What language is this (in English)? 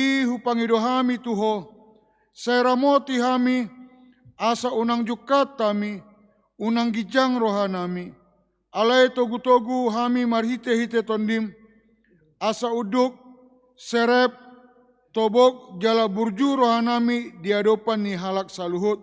Batak Toba